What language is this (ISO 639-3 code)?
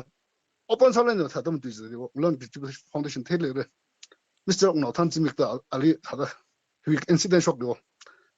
nmf